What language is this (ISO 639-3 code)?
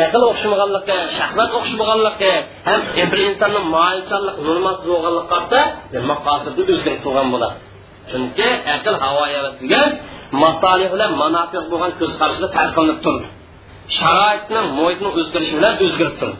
uig